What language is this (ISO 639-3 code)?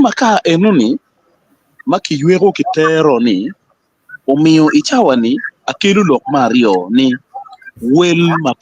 ach